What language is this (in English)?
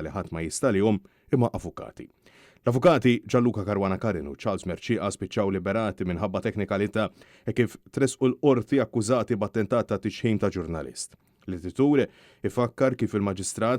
Maltese